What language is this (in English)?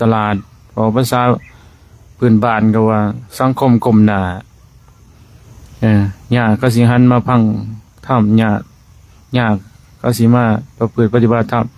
Lao